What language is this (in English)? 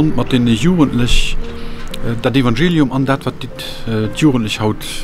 Luxembourgish